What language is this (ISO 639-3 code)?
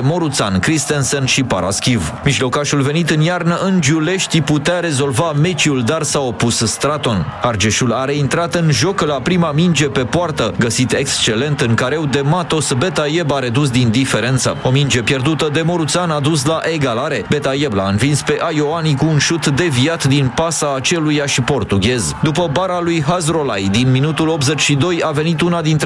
ron